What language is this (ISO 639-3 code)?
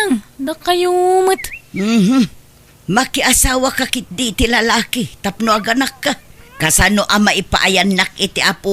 ilo